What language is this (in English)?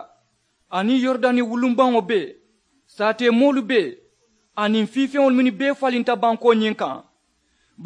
Mandingo